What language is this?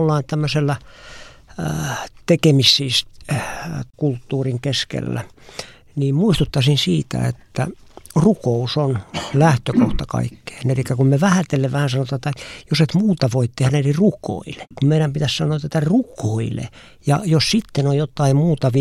Finnish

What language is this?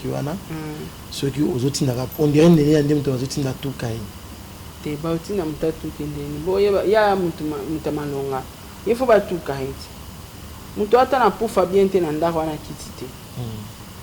Lingala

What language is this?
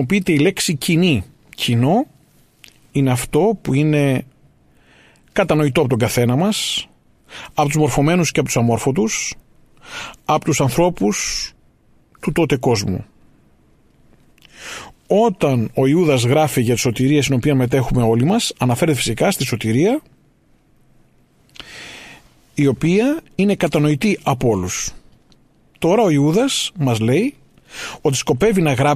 Greek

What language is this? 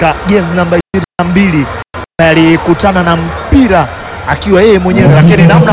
Swahili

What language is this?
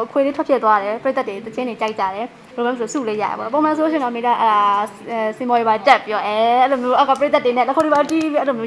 Burmese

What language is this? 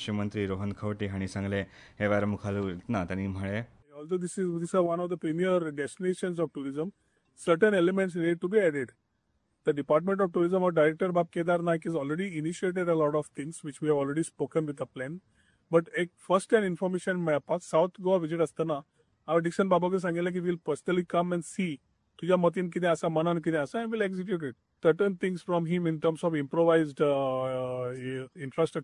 Konkani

